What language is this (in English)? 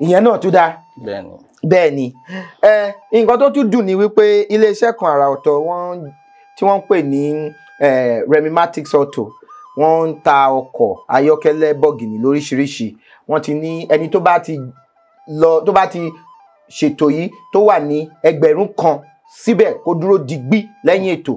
Yoruba